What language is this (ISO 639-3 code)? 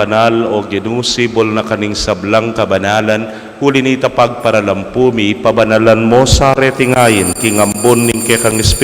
pam